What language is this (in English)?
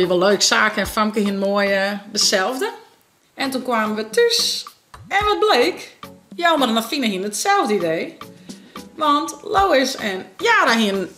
Western Frisian